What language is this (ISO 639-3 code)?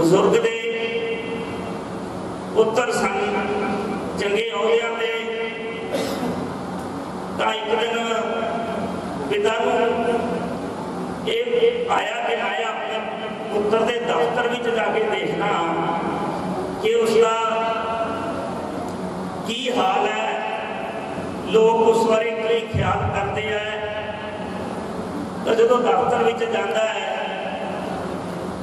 pan